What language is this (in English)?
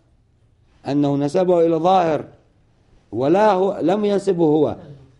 Arabic